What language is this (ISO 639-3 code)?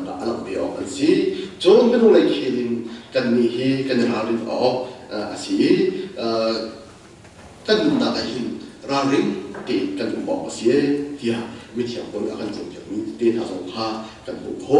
cnh